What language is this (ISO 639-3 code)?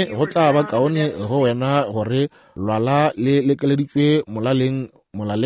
nso